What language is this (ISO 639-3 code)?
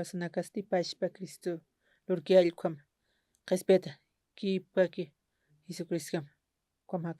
aym